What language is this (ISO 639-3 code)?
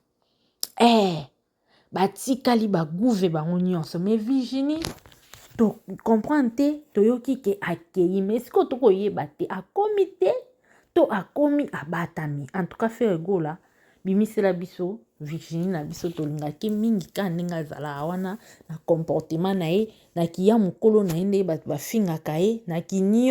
lin